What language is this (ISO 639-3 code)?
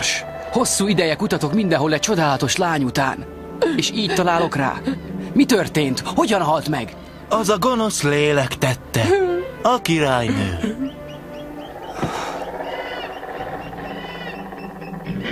hun